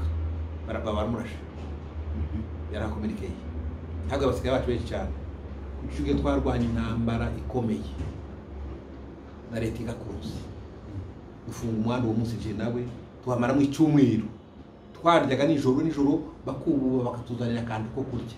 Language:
Kinyarwanda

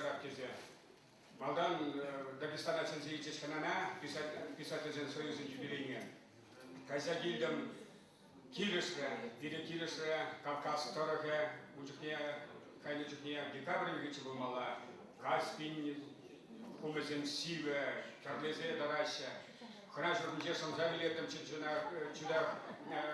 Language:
Chuvash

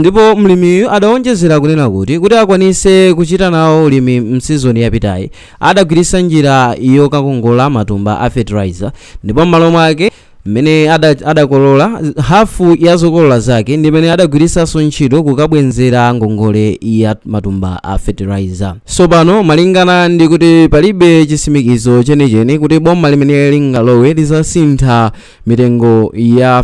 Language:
Nyanja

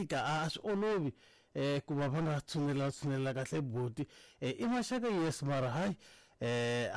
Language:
Tsonga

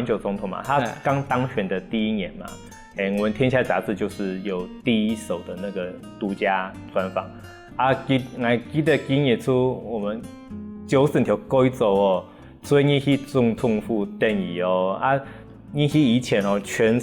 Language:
Hakka Chinese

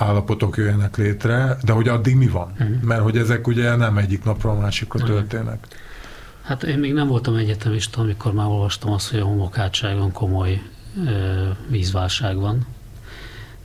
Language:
Hungarian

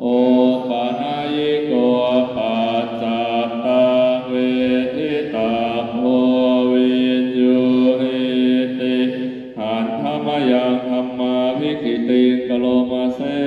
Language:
Pali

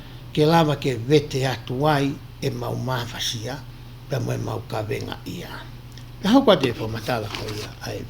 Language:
Tongan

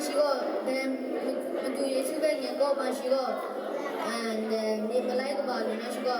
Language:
Kachin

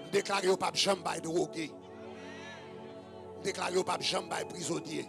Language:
Haitian Creole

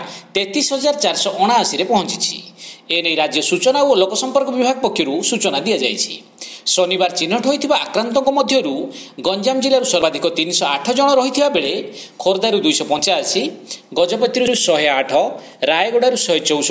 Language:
Odia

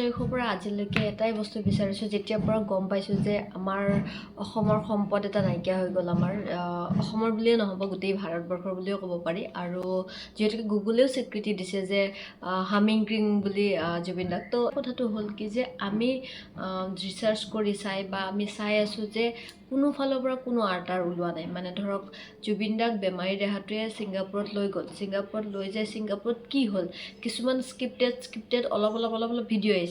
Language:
Assamese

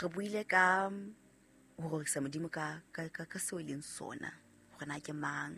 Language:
Southern Sotho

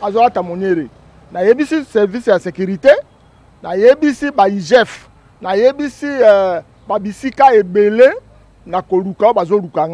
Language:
Lingala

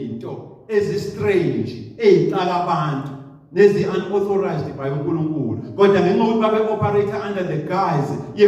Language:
Zulu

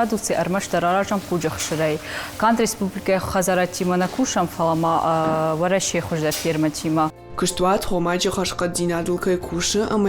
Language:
Ossetic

